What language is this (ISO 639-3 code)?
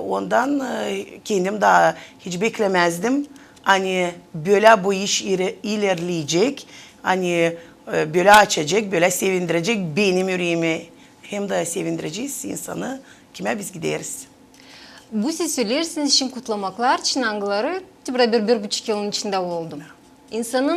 gag